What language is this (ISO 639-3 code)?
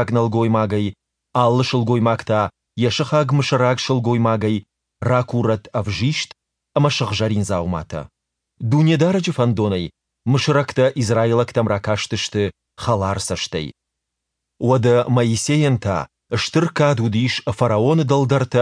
oss